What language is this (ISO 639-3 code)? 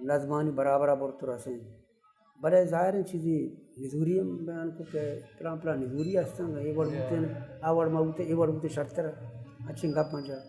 bal